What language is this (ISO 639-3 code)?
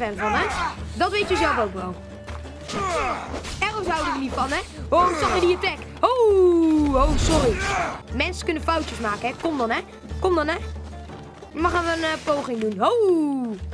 nld